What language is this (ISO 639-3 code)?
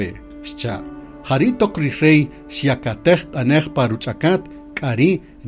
cak